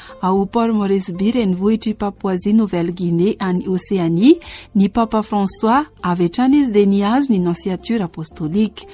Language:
Malagasy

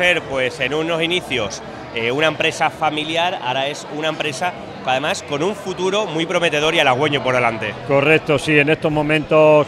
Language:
Spanish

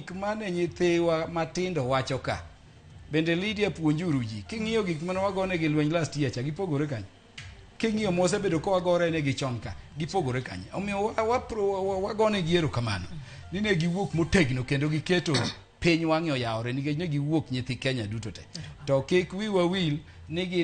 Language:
Luo (Kenya and Tanzania)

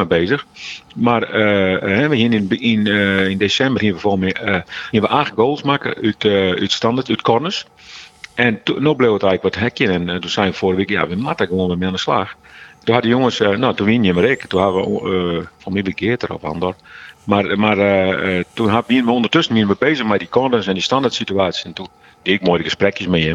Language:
Western Frisian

